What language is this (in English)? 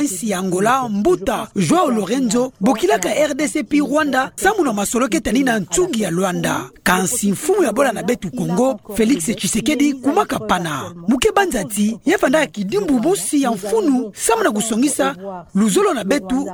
Kituba (Democratic Republic of Congo)